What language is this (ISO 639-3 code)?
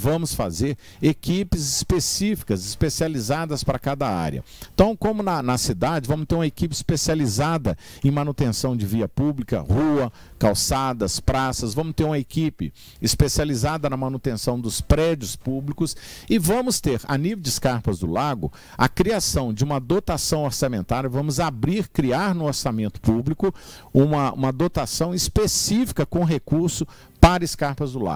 por